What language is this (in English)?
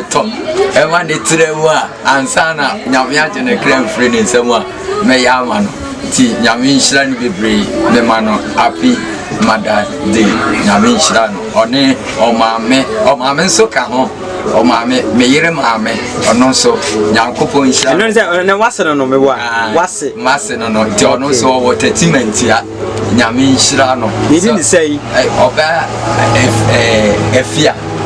Akan